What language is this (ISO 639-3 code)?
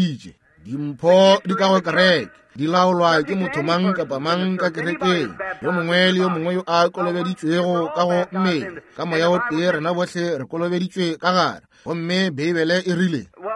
nso